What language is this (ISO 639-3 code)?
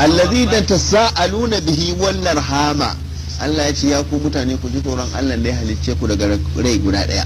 hau